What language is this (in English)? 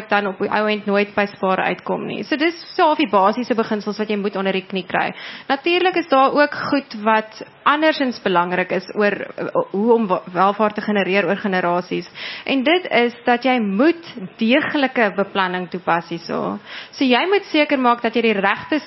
Afrikaans